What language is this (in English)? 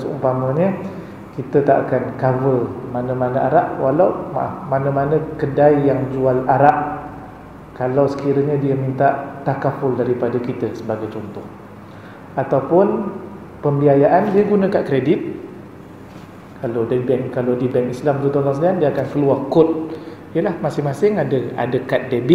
Malay